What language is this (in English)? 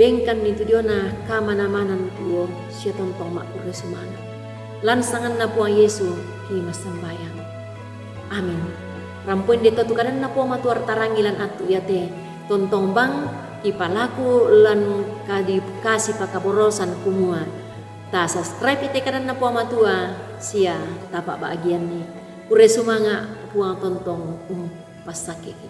Toraja-Sa'dan